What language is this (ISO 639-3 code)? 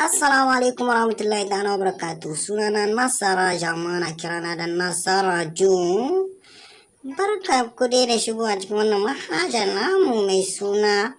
hau